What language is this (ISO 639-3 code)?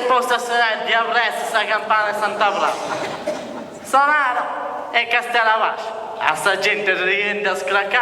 srd